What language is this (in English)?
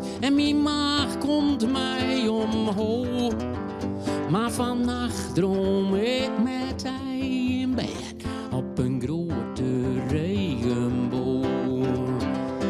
Western Frisian